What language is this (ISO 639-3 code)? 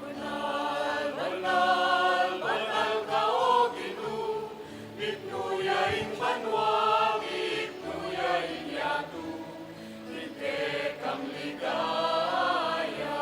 pam